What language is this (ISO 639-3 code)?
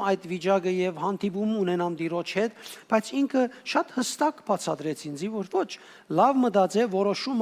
hyw